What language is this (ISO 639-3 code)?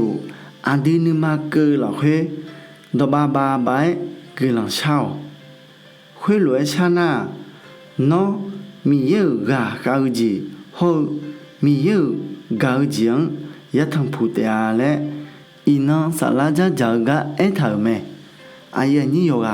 ahk